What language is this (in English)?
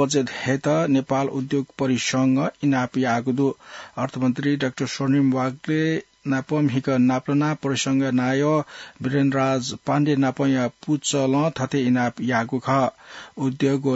Newari